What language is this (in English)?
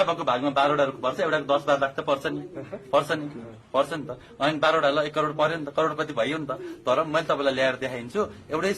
Nepali